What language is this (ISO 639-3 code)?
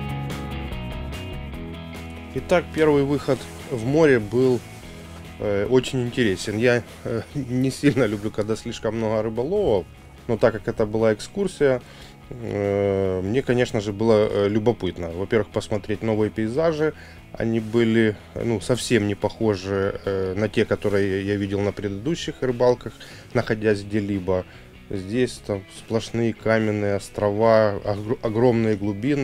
rus